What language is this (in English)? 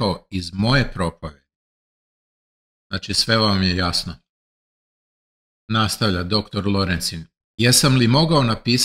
Serbian